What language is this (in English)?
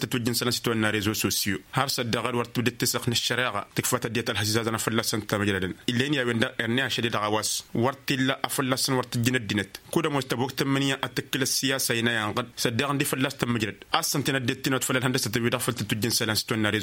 Tamasheq